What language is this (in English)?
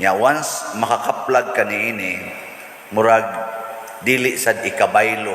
Cebuano